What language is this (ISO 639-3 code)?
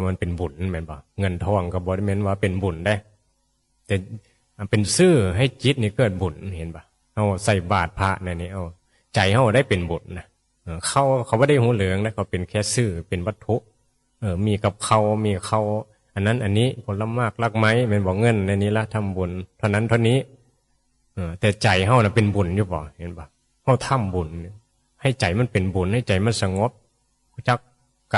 tts